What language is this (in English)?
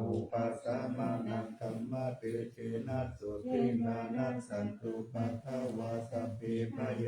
Pali